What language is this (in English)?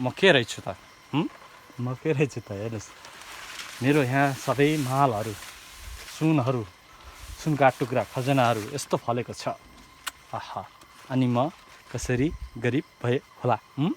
Nepali